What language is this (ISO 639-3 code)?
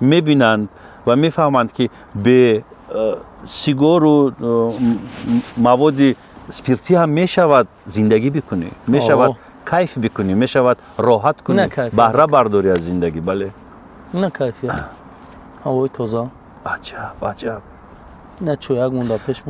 tgk